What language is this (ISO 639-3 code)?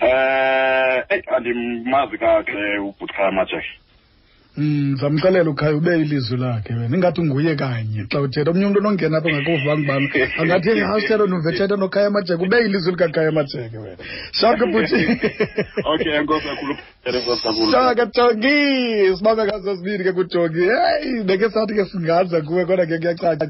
xho